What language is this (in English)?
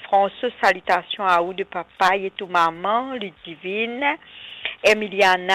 Morisyen